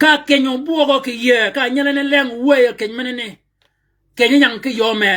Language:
Shilluk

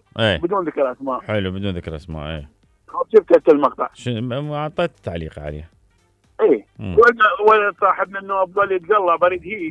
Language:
Mesopotamian Arabic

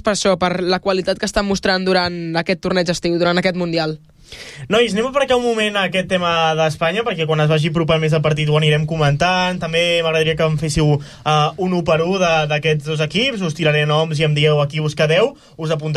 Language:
Catalan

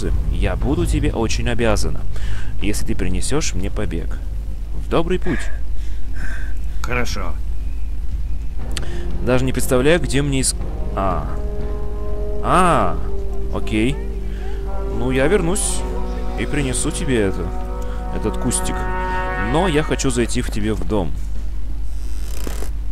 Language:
Russian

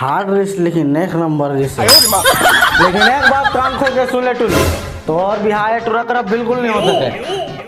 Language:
Chhattisgarhi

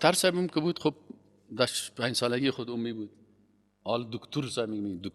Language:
Persian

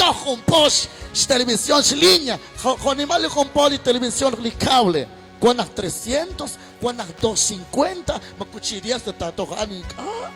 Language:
Kekchí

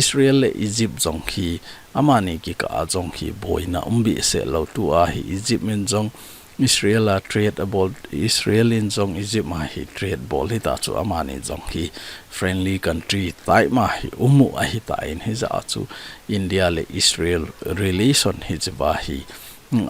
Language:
Thado Chin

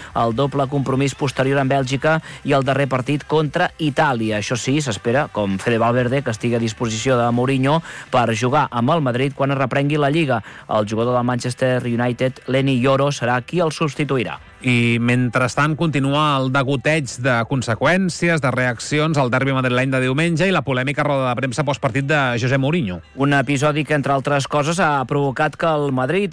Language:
Catalan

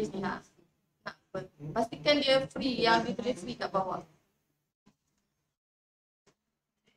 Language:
Malay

